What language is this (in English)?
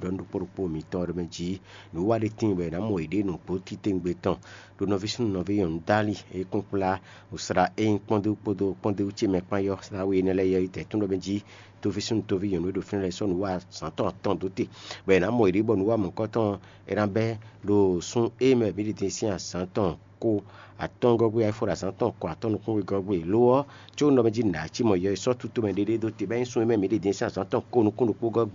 Fon